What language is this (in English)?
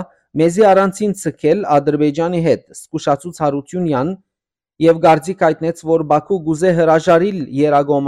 Western Armenian